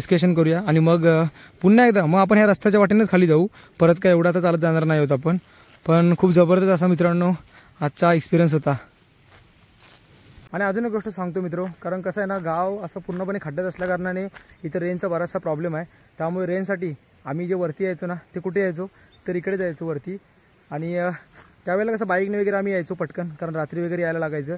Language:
Marathi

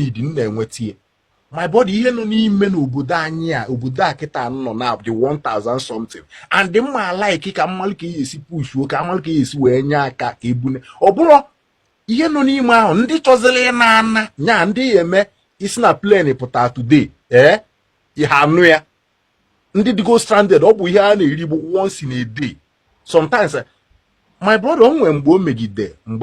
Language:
Igbo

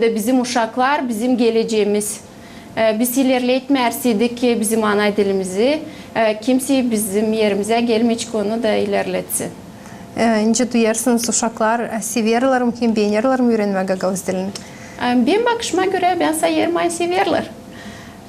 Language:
Gagauz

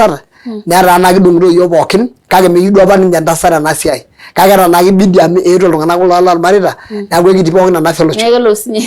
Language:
Masai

